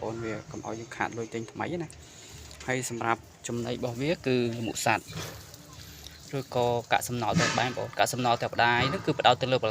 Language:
Khmer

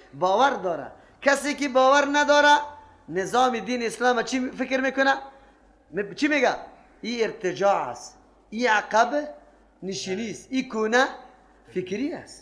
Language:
Persian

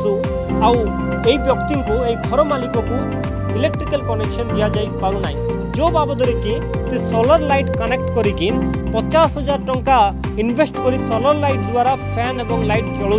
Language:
Odia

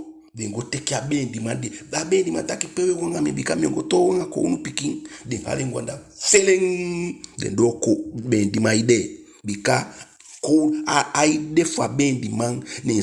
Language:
Eastern Maroon Creole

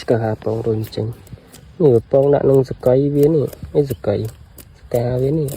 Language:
Khmer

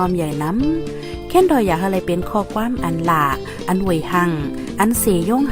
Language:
Shan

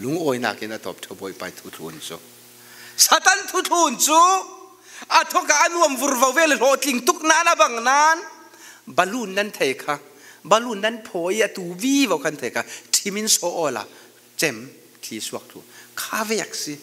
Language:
Falam Chin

